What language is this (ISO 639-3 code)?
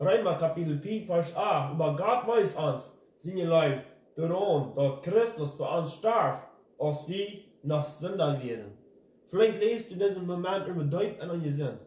pdt